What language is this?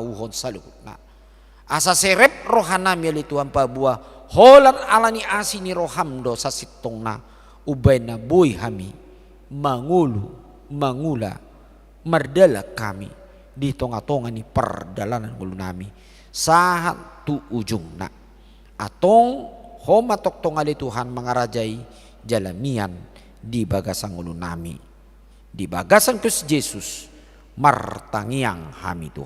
Batak Toba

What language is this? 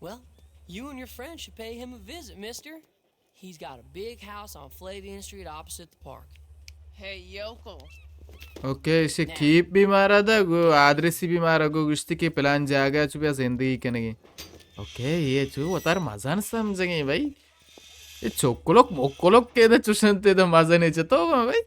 Baluchi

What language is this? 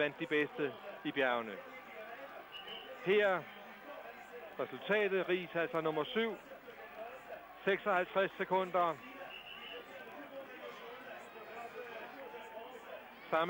Danish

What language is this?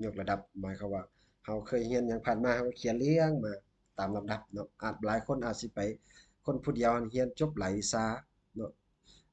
Lao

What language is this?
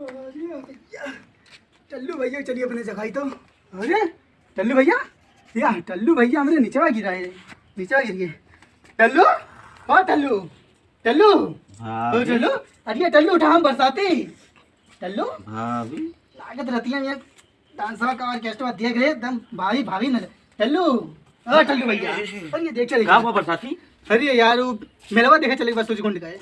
Awadhi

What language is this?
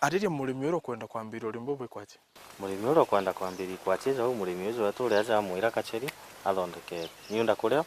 Meru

